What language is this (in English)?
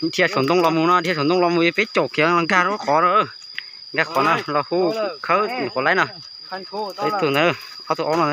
Hmong